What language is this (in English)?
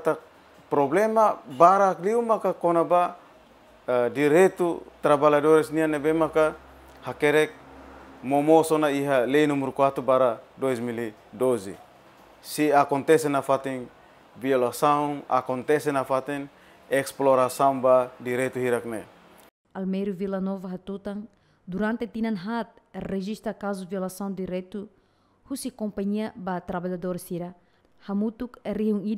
Tetum